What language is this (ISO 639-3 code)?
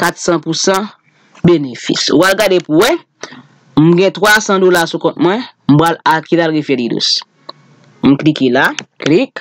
hat